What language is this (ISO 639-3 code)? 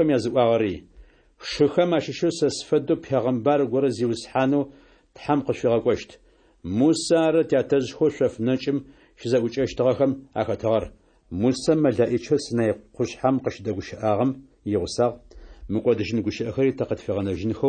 ady